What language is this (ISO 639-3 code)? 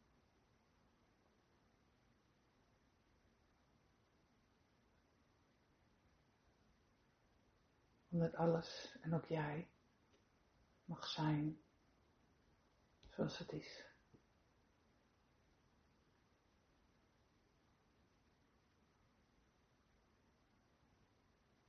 nld